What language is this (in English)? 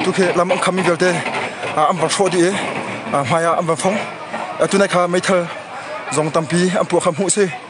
Hakha Chin